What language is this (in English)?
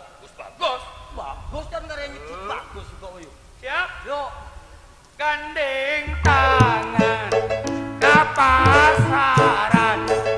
Madurese